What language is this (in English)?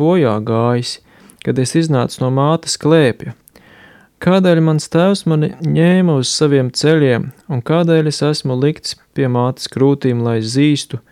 Latvian